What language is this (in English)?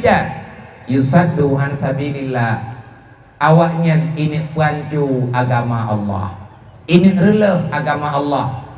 Achinese